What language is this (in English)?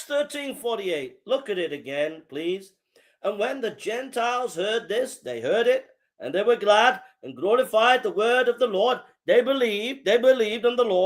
English